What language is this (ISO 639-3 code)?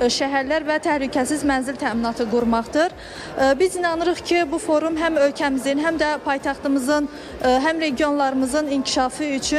aze